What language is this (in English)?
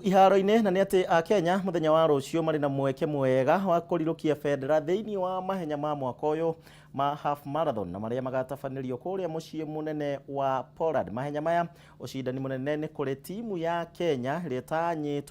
Kikuyu